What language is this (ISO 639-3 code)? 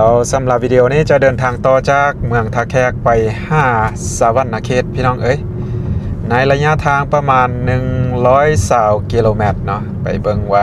lao